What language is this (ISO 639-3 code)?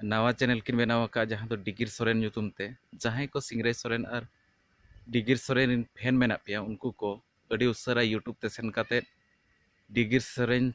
sat